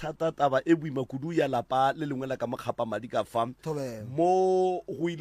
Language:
Northern Sotho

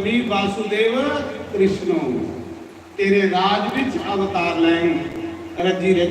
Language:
Dogri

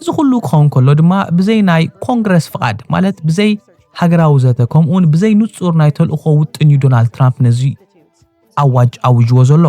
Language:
Tigrinya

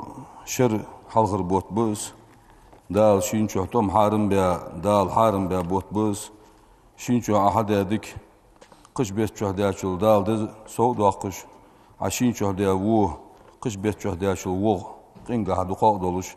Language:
Ingush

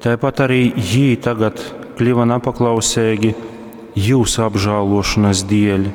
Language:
Latgalian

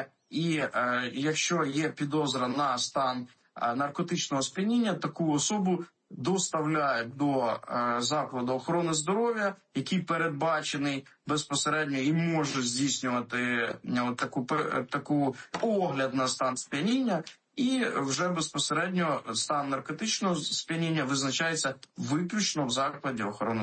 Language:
Ukrainian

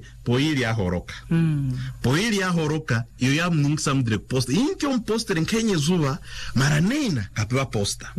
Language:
Swahili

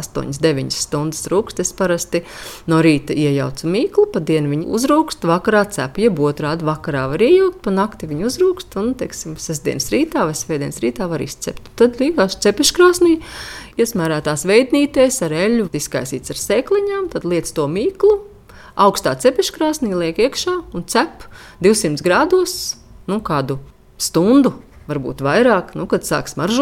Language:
Latvian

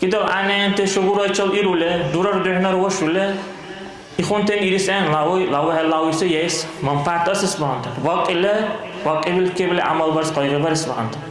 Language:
Dargwa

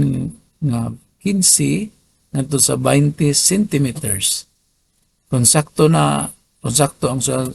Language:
Cebuano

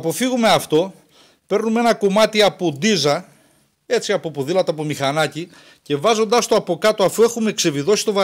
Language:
Greek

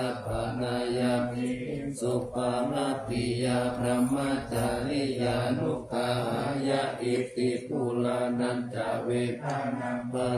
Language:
Pali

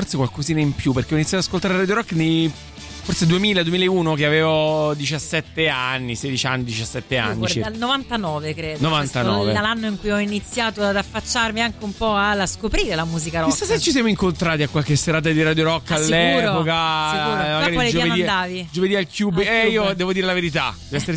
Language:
Italian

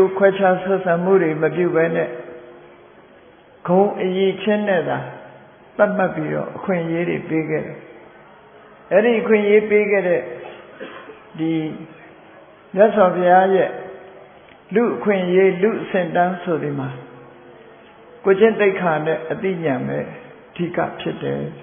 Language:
Burmese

